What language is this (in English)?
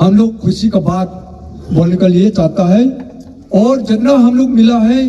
Hmar